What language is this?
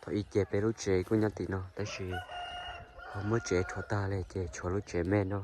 Hmong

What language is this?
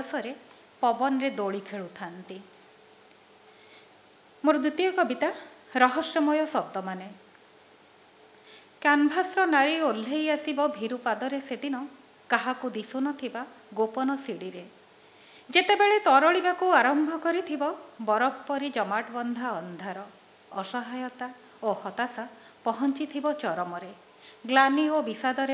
Odia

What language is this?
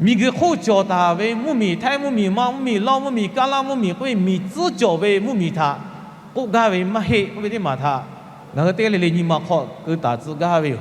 Lahu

